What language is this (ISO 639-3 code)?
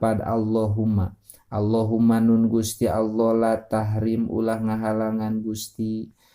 sun